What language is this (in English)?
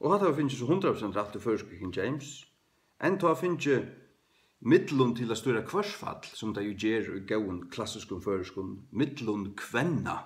Faroese